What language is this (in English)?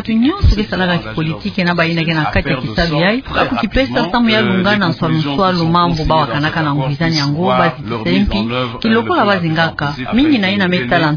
Kituba (Democratic Republic of Congo)